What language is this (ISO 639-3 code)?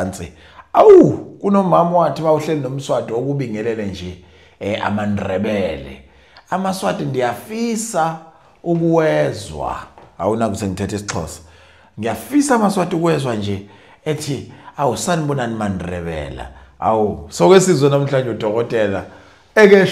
zul